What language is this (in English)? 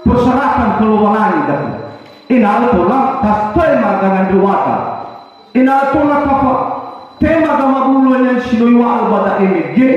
Nias